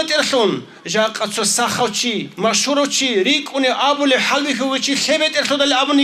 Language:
Avaric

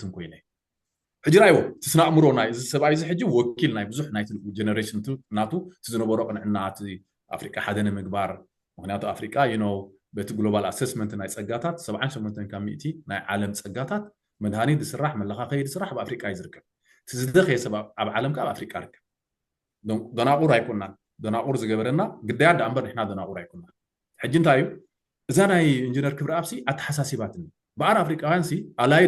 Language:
Tigrinya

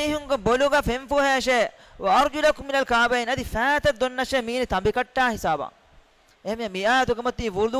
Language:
Divehi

